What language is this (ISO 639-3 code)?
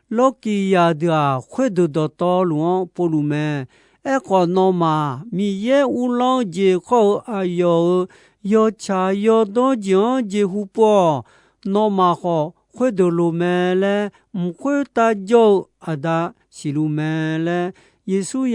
ahk